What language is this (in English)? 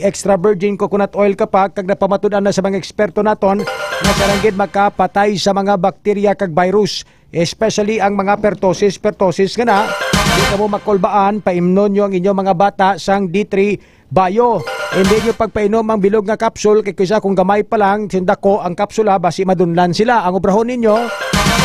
Hiligaynon